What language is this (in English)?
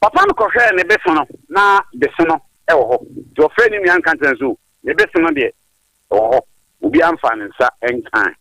Akan